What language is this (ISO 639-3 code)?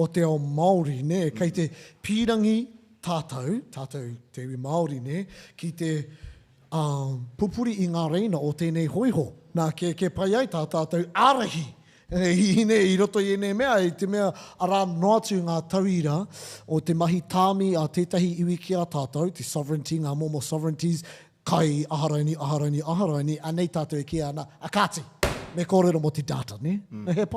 mri